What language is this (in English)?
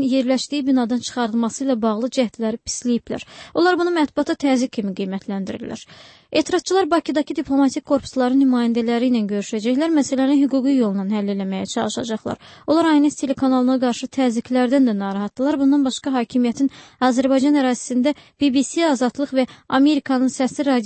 Azerbaijani